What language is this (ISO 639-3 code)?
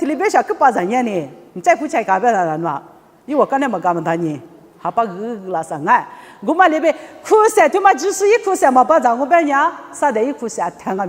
lis